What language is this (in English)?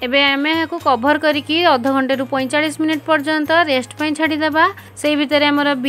Odia